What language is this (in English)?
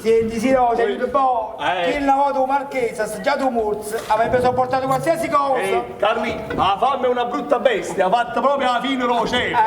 Neapolitan